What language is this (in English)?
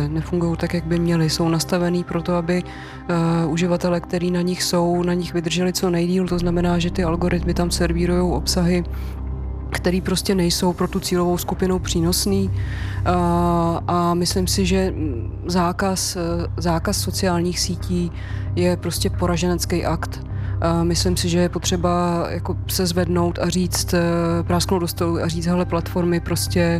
Czech